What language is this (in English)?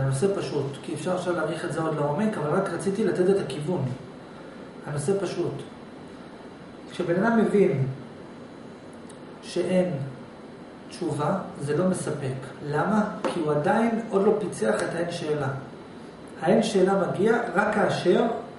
Hebrew